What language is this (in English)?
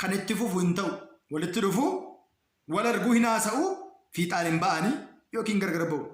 Oromo